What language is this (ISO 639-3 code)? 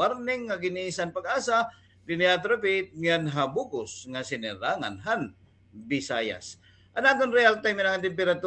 war